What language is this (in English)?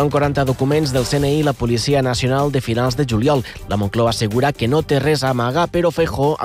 Catalan